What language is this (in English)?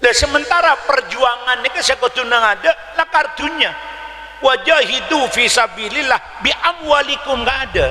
Madurese